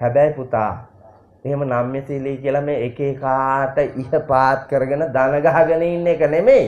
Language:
Sinhala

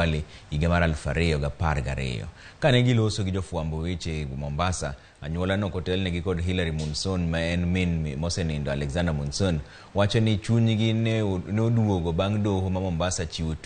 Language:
Luo (Kenya and Tanzania)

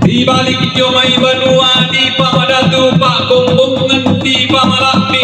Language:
Toraja-Sa'dan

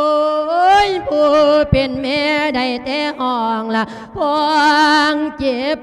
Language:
Lao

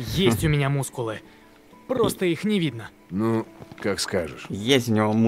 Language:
Russian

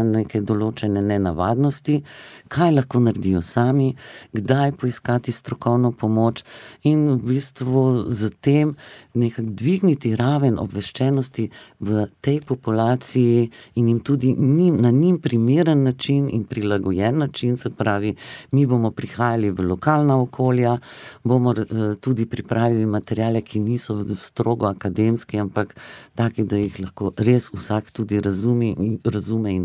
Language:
Slovenian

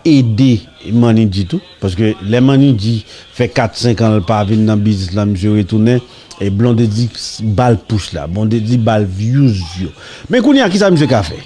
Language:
Haitian Creole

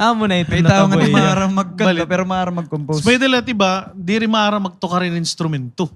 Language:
Waray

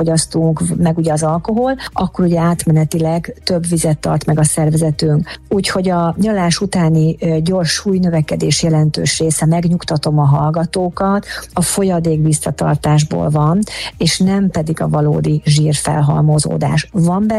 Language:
Hungarian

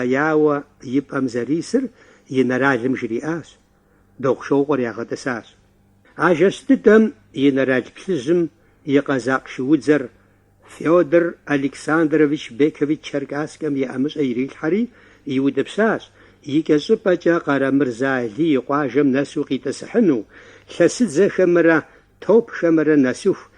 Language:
Kabardian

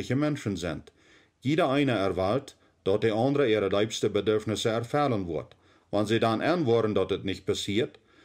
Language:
Plautdietsch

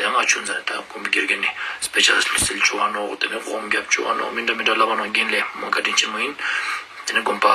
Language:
Ladakhi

